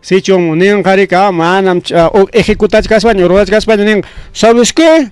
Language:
Ayacucho Quechua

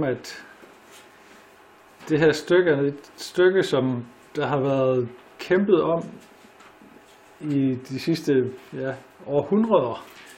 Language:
Danish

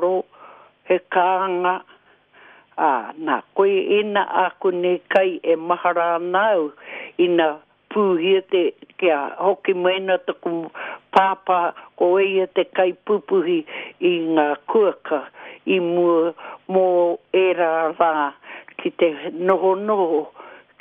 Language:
Māori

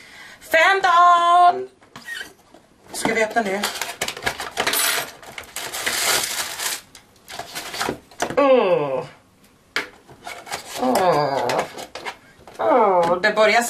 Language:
Swedish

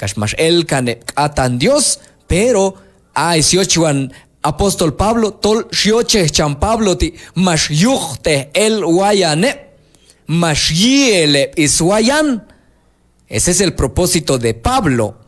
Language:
Q'anjob'al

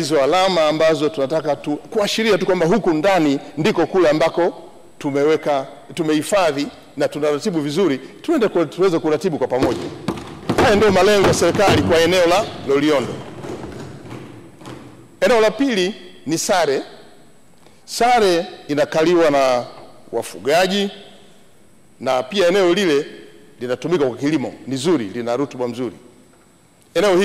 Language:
Swahili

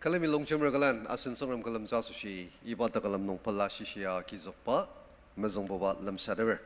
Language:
Ao Naga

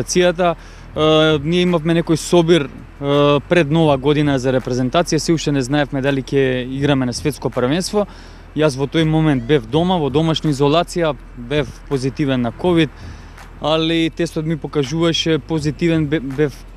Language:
Macedonian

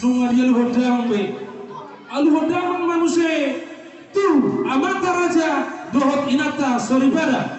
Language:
Batak Toba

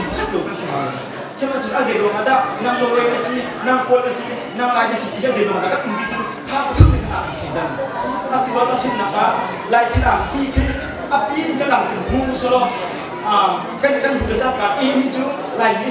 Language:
Hakha Chin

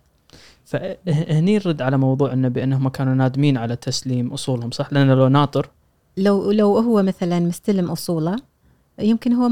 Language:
Gulf Arabic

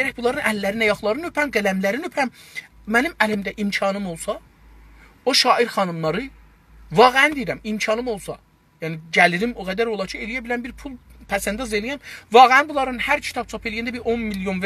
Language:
South Azerbaijani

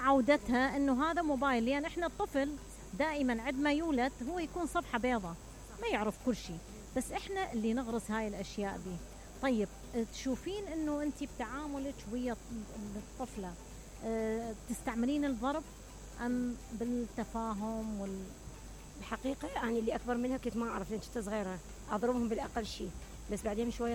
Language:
Mesopotamian Arabic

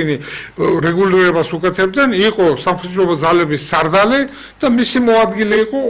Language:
Georgian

